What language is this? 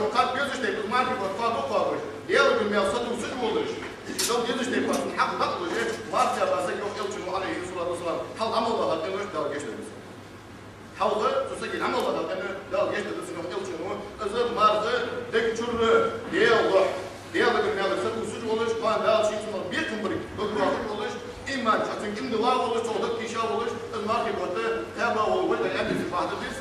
Ingush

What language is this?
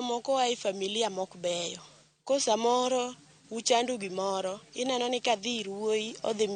Luo (Kenya and Tanzania)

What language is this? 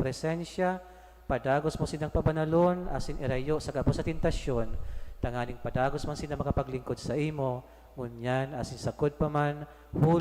Bikol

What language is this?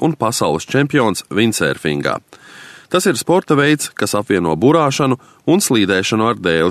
Latvian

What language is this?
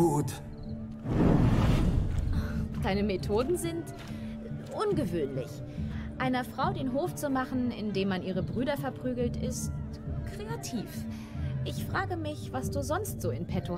German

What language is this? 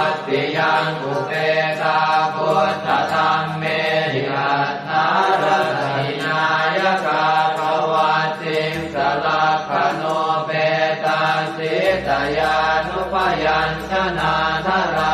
Pali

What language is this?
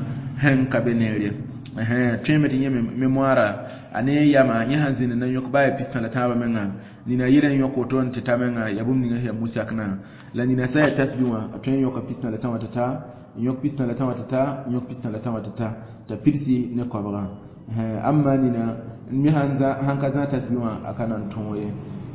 Mossi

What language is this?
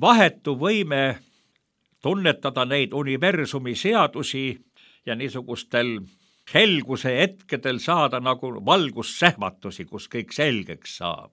Estonian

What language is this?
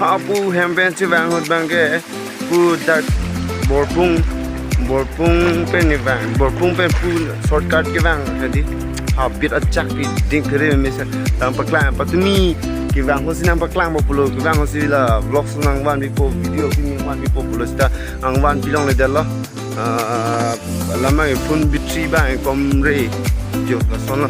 Karbi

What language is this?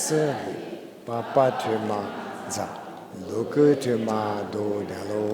Lisu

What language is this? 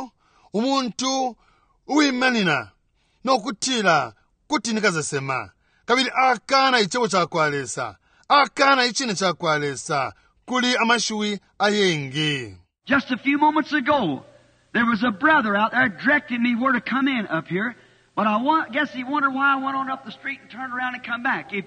Bemba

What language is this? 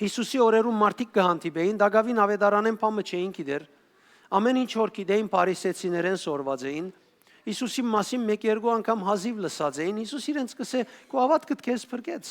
Western Armenian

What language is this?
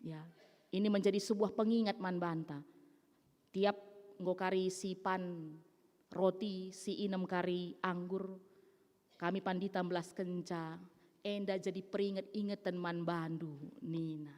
Batak Karo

